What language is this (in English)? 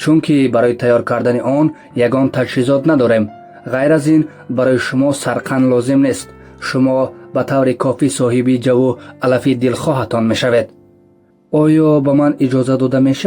Tajik